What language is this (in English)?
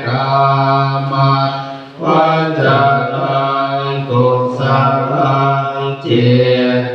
Pali